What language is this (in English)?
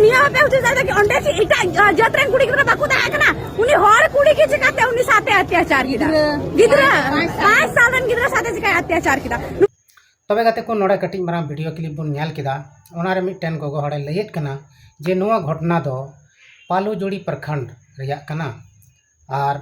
Santali